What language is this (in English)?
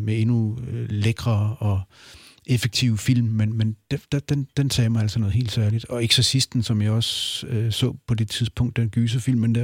Danish